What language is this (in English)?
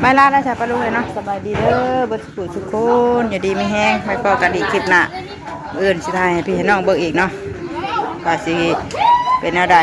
Northeastern Thai